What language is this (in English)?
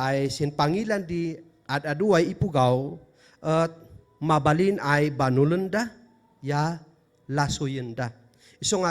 Kankanaey